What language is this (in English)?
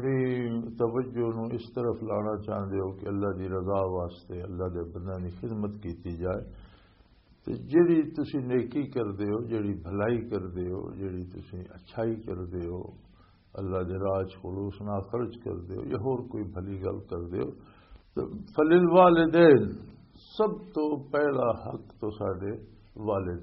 Western Panjabi